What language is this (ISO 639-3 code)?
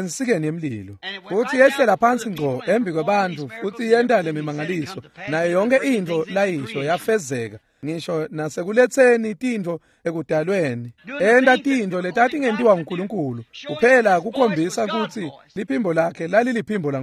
ssw